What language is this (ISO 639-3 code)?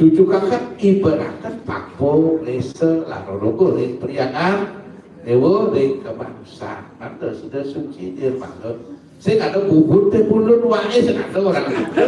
ban